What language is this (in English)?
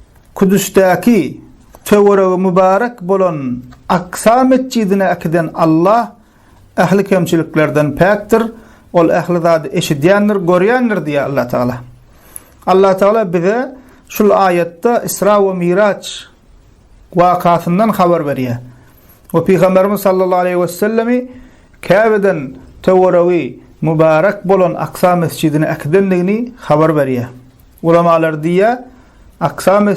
Turkmen